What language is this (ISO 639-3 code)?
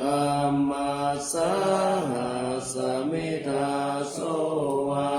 pli